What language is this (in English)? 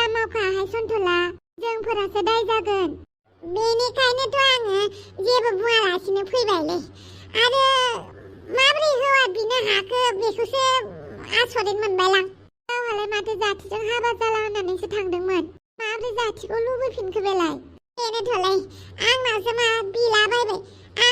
Bodo